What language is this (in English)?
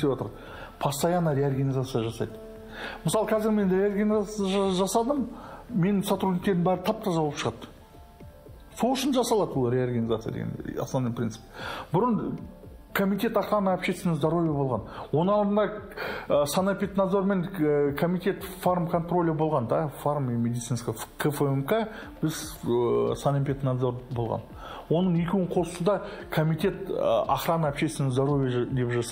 Kazakh